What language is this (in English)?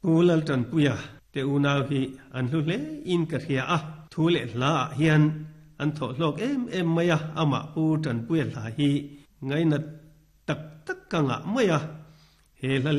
Mizo